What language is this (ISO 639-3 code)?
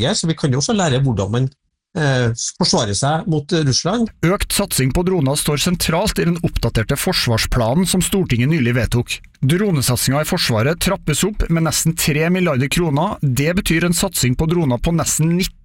nor